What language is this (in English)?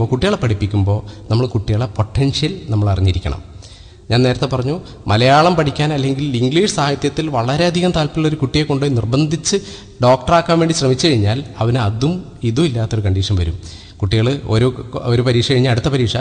Malayalam